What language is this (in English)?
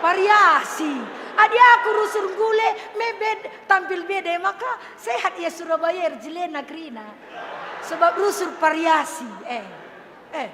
Batak Karo